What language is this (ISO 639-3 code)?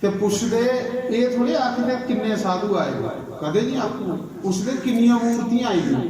doi